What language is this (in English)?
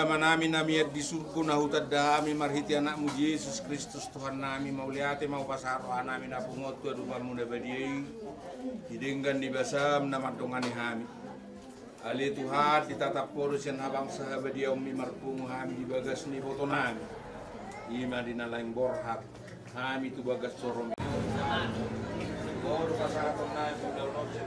Batak Toba